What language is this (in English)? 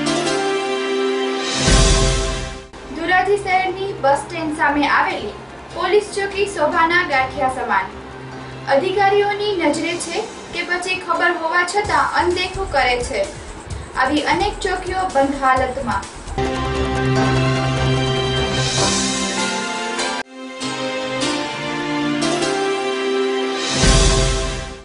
Gujarati